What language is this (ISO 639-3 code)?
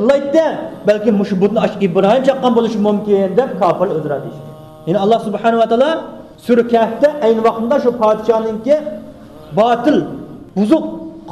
uig